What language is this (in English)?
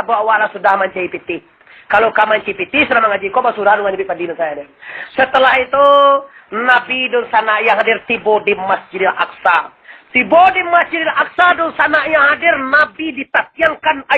Minangkabau